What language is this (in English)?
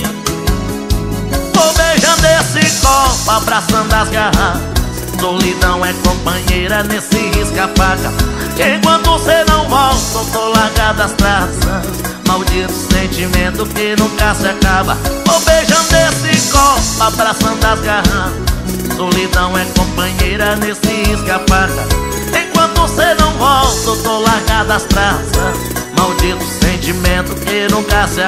Portuguese